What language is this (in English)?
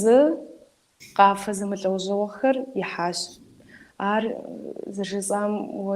Kabardian